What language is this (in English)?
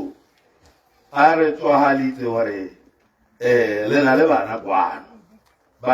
Tswana